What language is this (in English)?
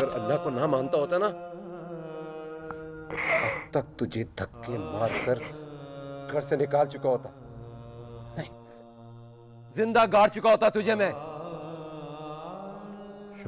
Hindi